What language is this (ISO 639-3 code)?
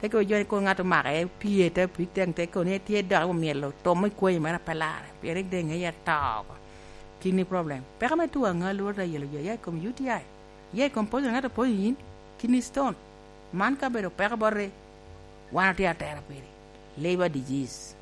laj